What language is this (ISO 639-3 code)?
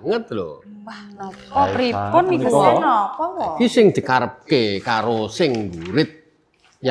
jav